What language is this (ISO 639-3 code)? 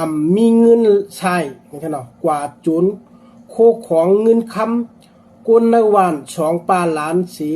shn